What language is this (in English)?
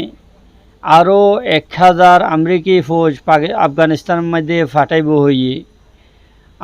Rohingya